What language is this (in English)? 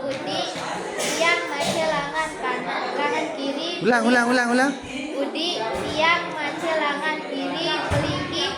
Sasak